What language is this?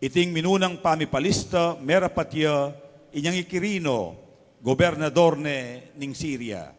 Pampanga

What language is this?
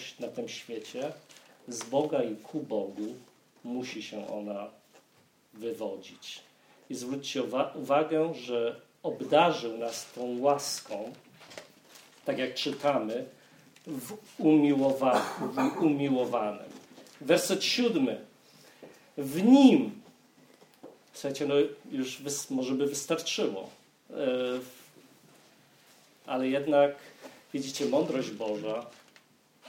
Polish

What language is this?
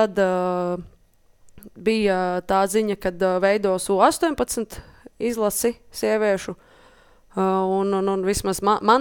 Latvian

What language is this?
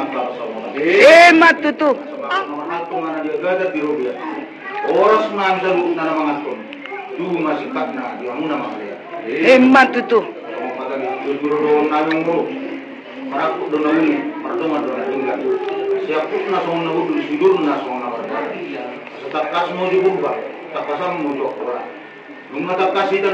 Batak Toba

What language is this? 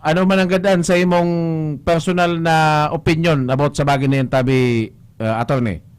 Bikol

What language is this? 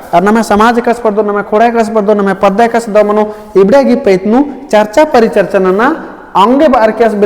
Kurukh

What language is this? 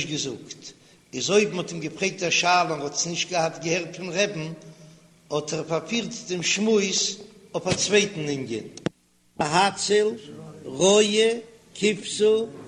Yiddish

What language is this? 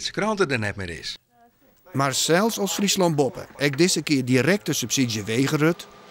Western Frisian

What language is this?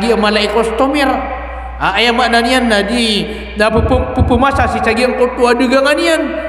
Maranao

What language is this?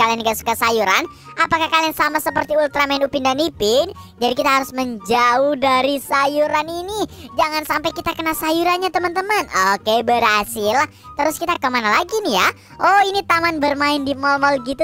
Indonesian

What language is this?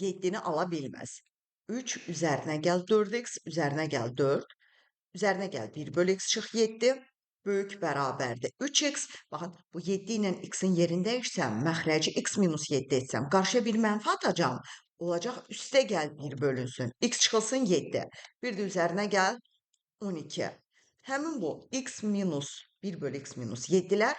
Azerbaijani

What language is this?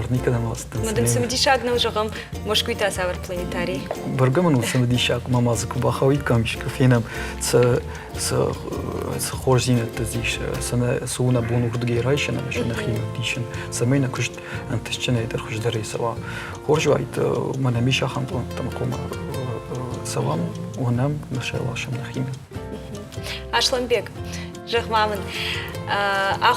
Ossetic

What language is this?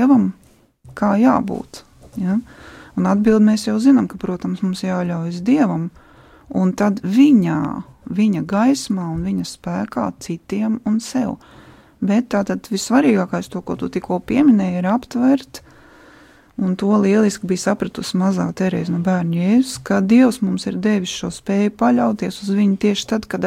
Latvian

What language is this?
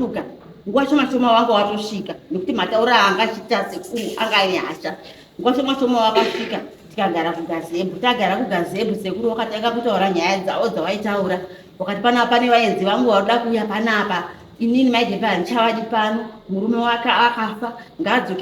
Shona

